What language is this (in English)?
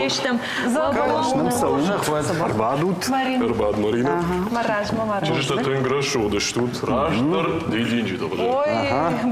Ossetic